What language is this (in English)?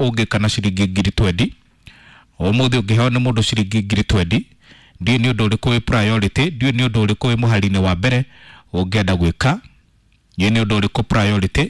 Kikuyu